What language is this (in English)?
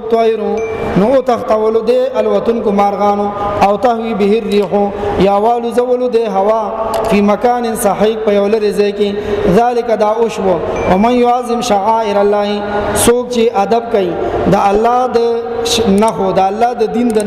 Pashto